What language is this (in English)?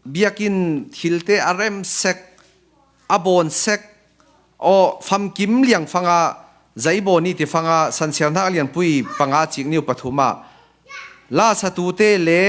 Falam Chin